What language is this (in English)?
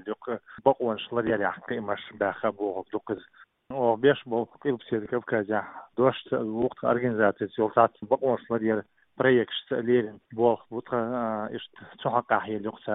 Chechen